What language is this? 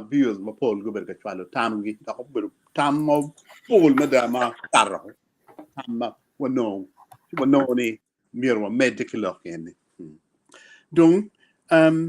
Acoli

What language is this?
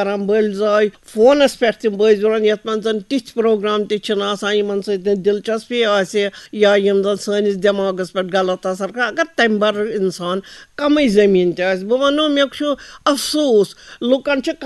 Kashmiri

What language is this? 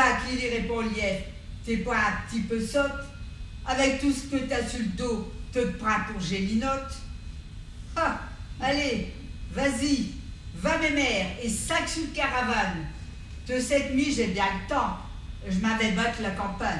Picard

